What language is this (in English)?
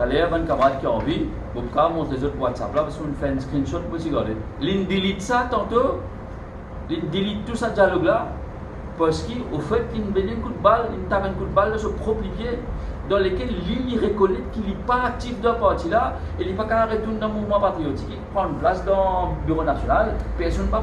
Morisyen